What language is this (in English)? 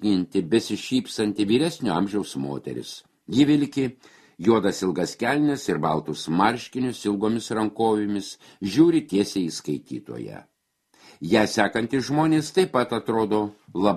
Lithuanian